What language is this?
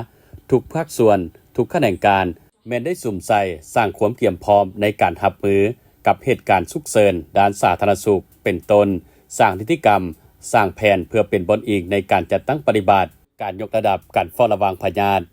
Lao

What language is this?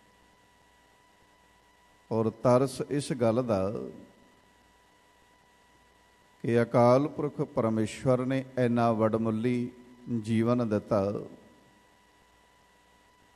Punjabi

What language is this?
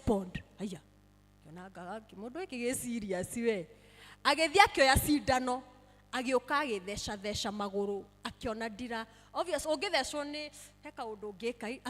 Kikuyu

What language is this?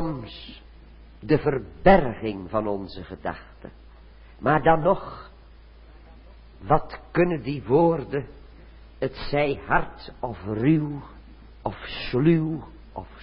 Dutch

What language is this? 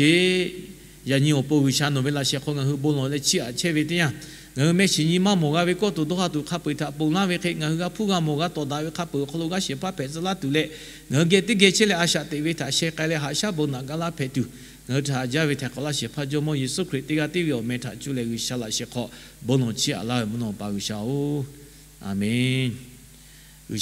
Lahu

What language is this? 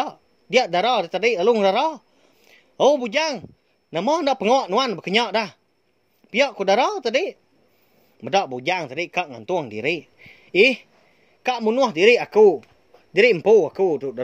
Iban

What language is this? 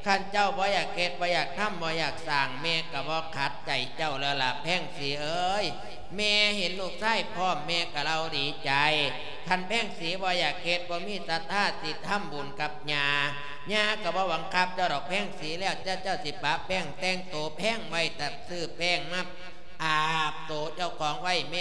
Lao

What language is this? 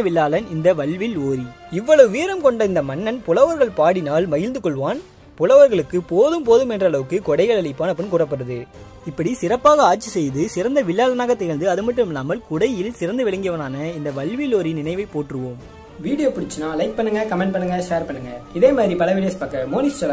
Tamil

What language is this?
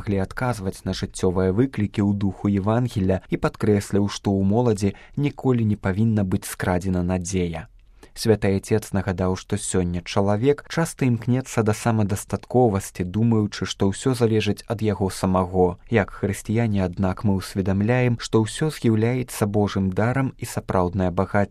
Belarusian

